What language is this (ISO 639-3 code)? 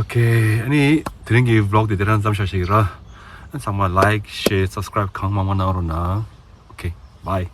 bod